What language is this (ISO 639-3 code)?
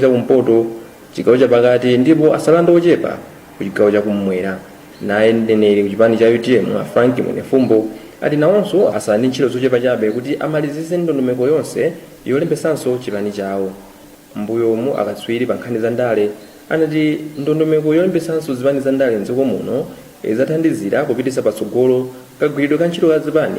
nya